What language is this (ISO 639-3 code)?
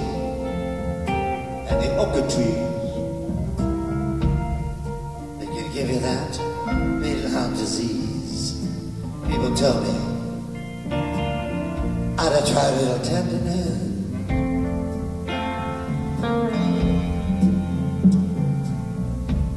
eng